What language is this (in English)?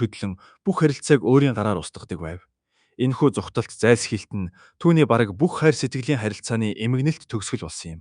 Mongolian